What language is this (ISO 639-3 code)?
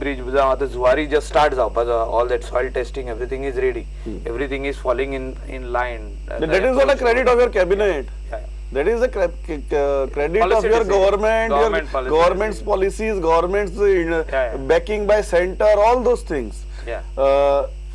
kok